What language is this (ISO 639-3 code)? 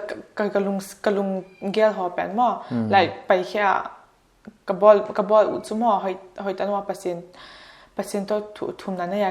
pck